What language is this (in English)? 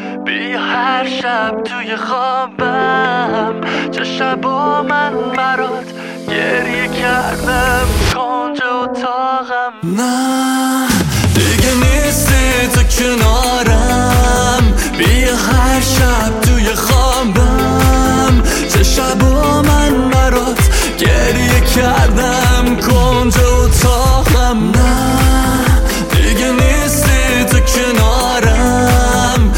Persian